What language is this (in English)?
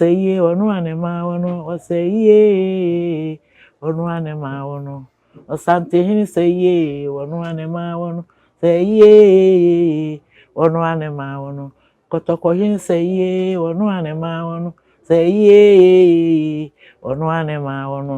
Akan